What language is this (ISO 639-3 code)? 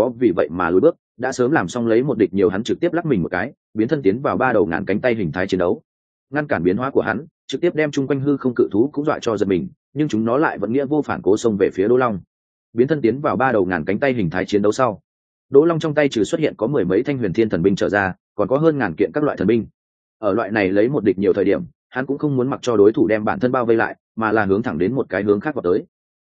vie